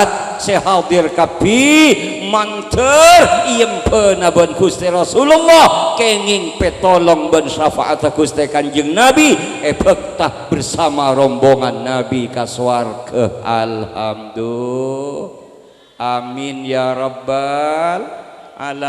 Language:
Madurese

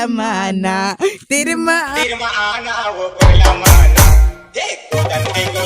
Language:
Chhattisgarhi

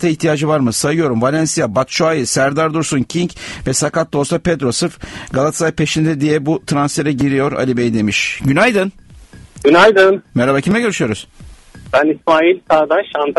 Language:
Turkish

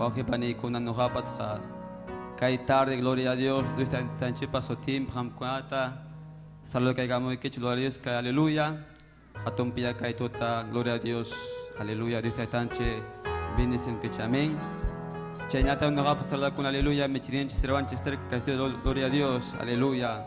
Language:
Ayacucho Quechua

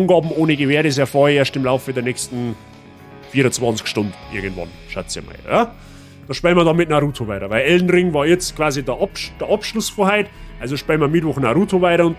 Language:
Bavarian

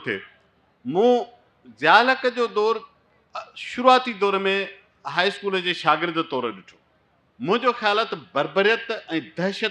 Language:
Sindhi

